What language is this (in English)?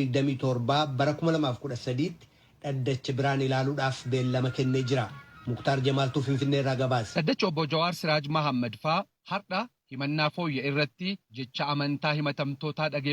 Oromo